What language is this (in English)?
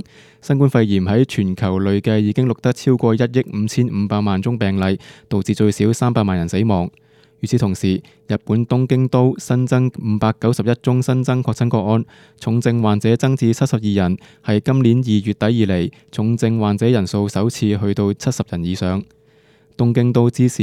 Cantonese